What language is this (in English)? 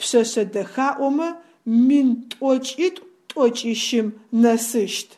Adyghe